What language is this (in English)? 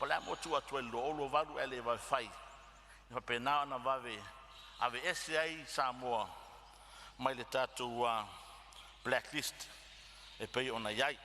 Samoan